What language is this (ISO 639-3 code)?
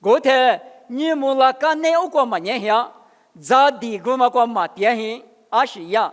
lis